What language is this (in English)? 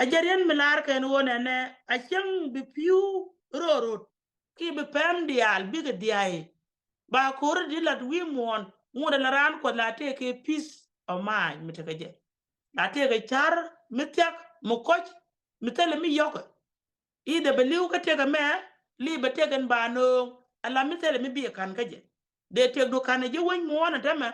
Nuer